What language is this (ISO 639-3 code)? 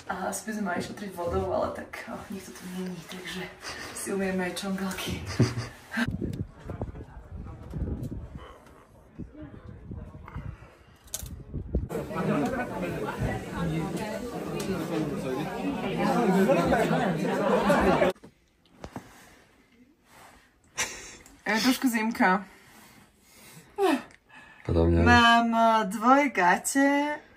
slk